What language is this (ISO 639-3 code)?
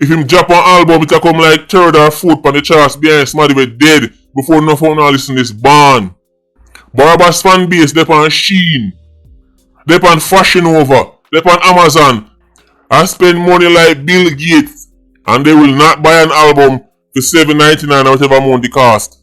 jam